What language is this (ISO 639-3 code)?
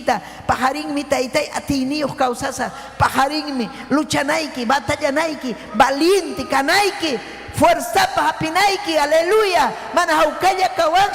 quy